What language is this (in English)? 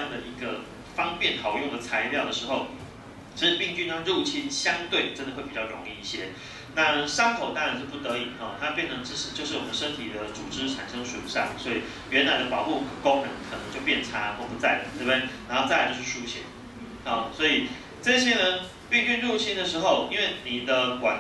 Chinese